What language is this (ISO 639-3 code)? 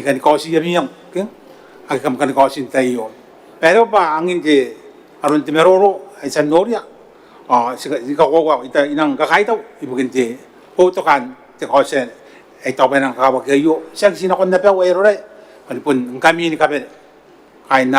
gil